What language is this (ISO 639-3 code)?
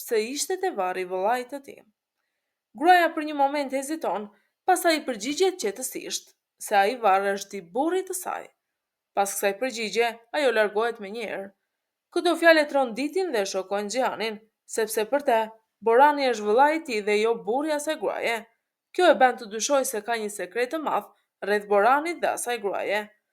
sqi